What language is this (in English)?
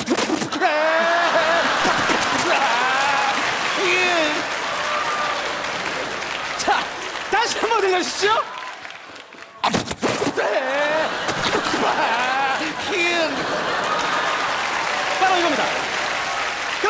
Korean